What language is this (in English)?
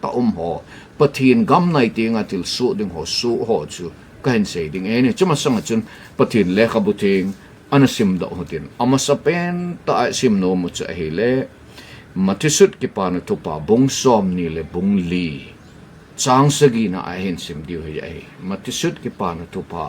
Thado Chin